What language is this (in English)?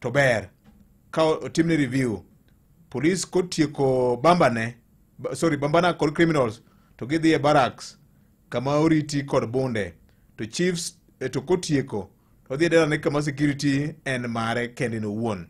Luo (Kenya and Tanzania)